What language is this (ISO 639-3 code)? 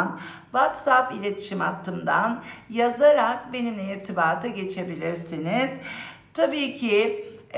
tur